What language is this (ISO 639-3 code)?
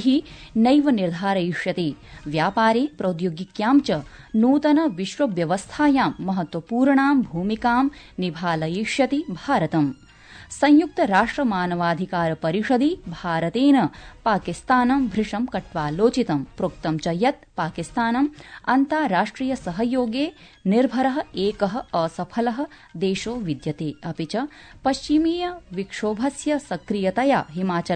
san